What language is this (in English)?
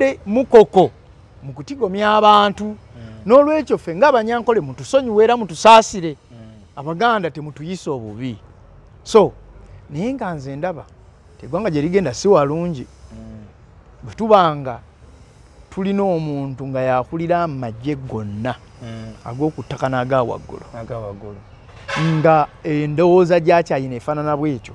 Ganda